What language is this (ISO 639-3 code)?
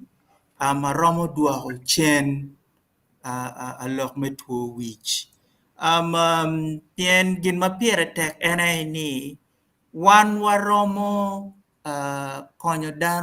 ach